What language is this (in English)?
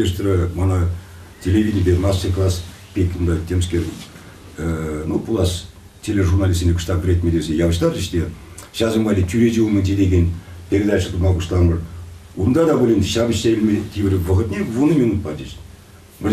Chuvash